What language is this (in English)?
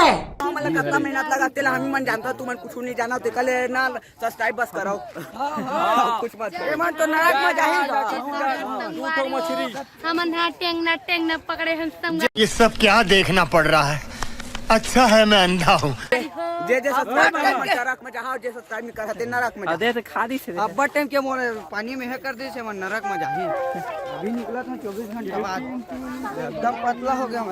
Chhattisgarhi